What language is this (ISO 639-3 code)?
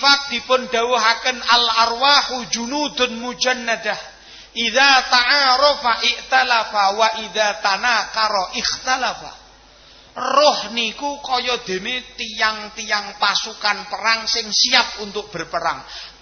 jav